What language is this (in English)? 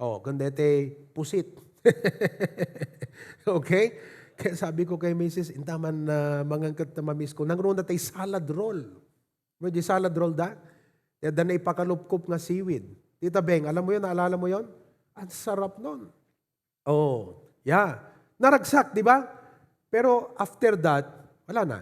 Iloko